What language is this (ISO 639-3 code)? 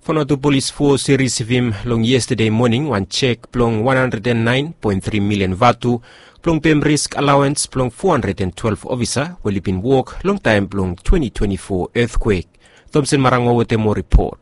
bis